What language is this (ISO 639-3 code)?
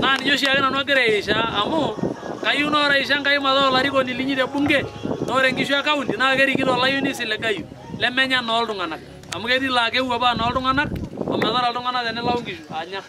mas